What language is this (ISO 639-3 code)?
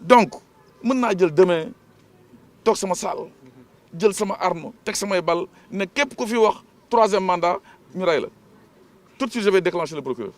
wol